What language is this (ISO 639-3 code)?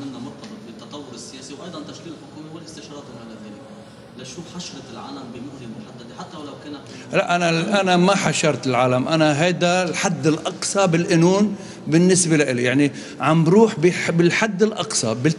apc